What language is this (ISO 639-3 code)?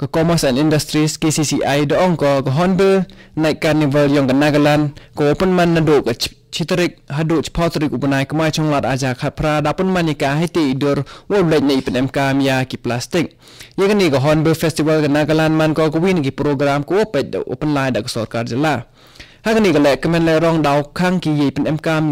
kha